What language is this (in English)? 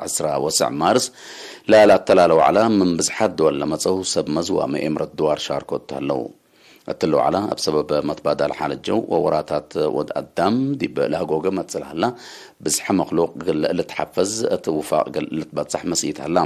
Tigre